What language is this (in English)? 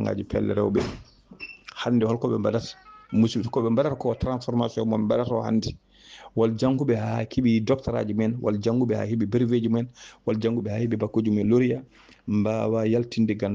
Fula